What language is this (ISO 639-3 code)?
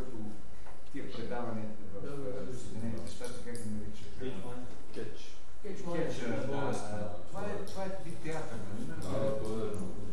bul